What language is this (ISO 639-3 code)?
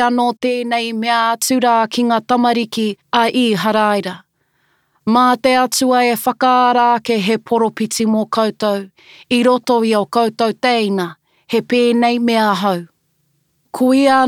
mri